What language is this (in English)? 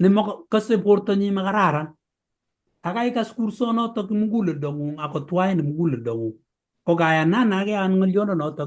Kalenjin